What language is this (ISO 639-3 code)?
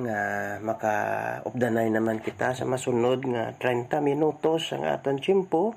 hil